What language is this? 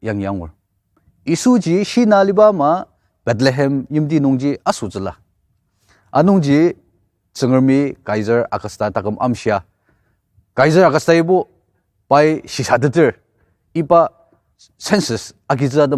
Ao Naga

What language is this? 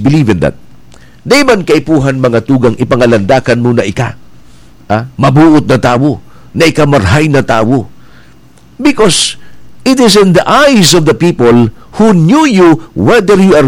Bikol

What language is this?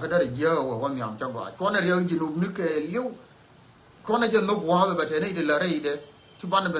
Nuer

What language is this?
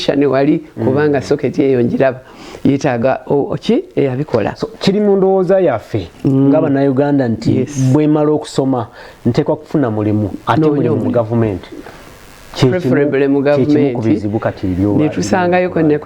Ganda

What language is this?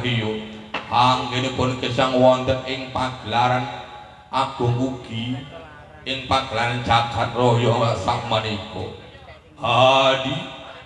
Javanese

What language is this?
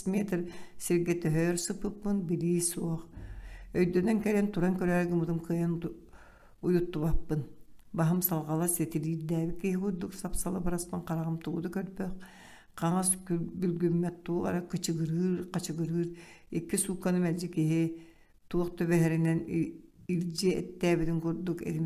Yakut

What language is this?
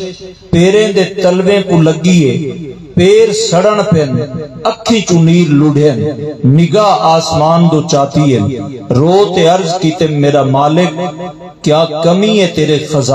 Saraiki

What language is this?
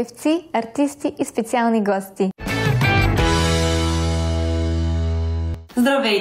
Bulgarian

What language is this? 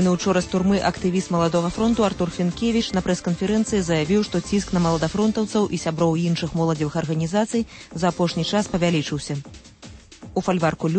Belarusian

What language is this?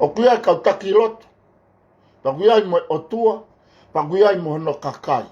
Tongan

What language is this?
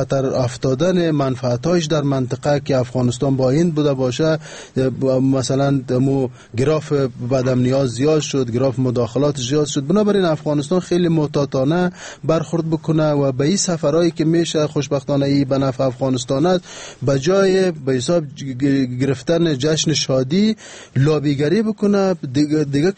Persian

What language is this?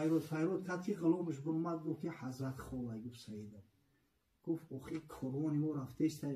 Tajik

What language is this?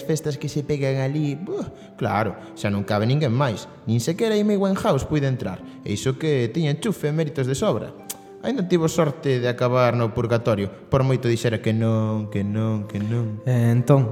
Galician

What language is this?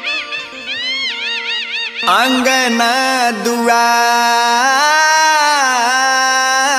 Bhojpuri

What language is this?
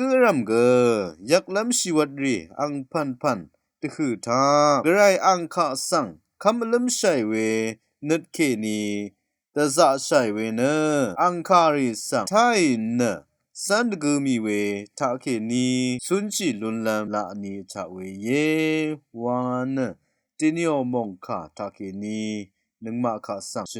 Rawang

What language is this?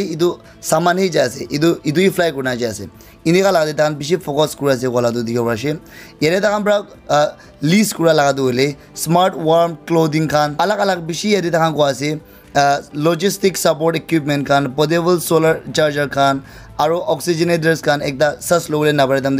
Naga Pidgin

